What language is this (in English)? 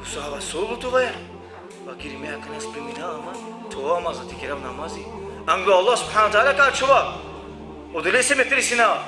Balkan Romani